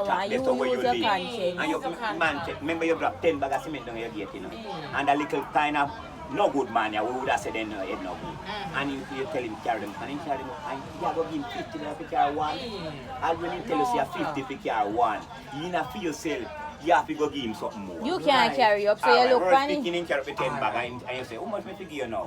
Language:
Jamaican Creole English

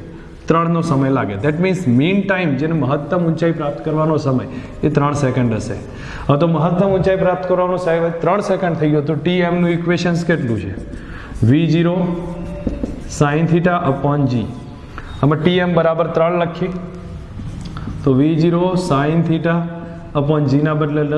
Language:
Gujarati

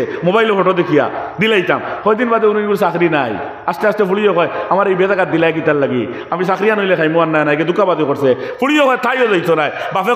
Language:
Sylheti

